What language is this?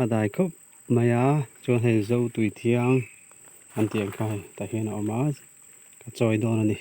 Mizo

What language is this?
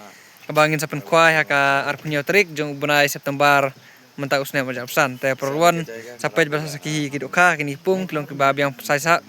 Khasi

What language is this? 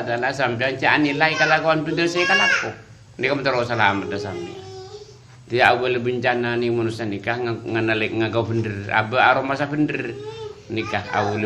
Madurese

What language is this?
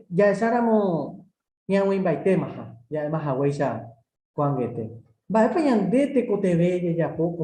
Guarani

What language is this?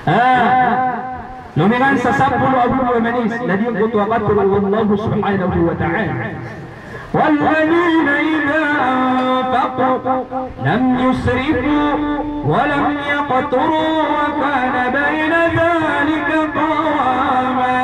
Maranao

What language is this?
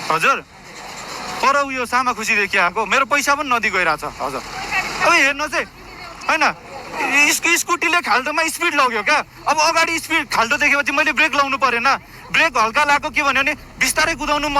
Nepali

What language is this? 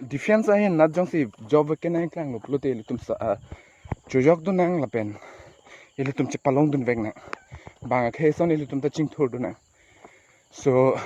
Karbi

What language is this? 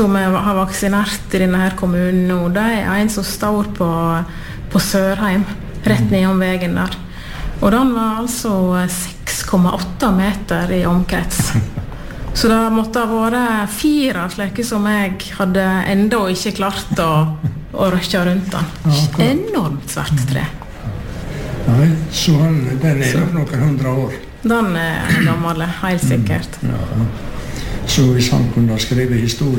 Norwegian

